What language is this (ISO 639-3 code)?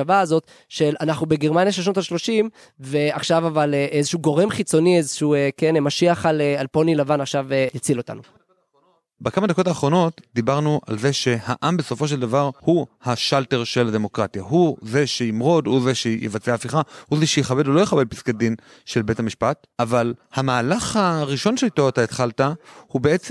heb